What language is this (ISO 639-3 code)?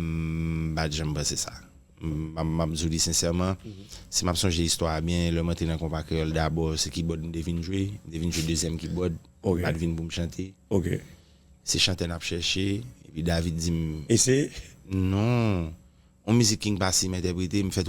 hat